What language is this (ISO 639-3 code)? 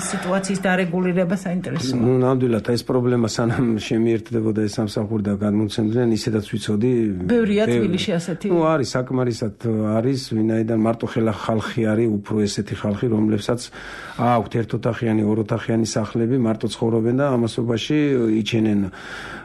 kat